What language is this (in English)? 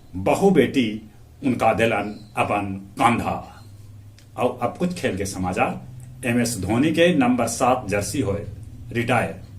Magahi